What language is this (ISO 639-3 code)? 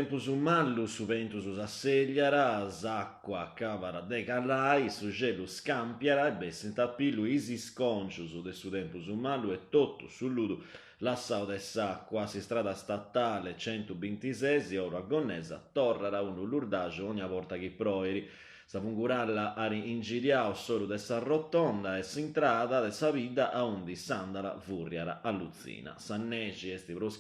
srd